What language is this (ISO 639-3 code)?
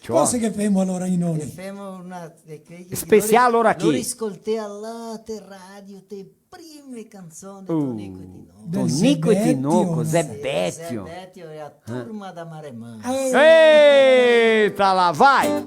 vec